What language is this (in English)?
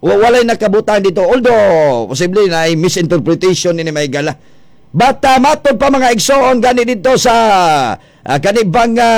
Cebuano